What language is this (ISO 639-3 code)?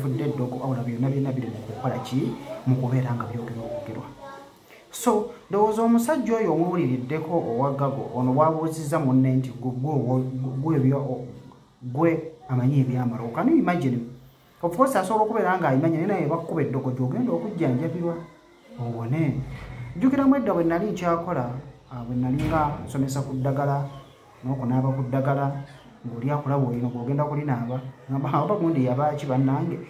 lug